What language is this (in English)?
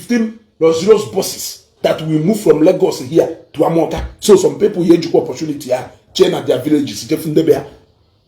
Igbo